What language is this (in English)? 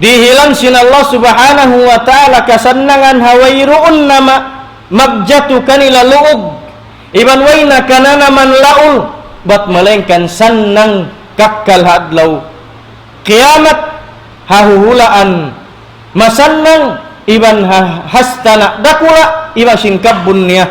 Tausug